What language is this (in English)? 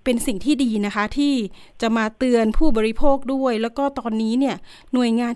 Thai